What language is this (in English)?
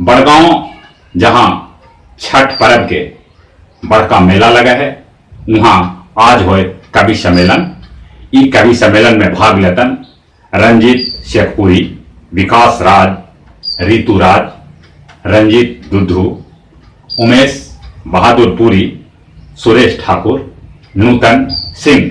Magahi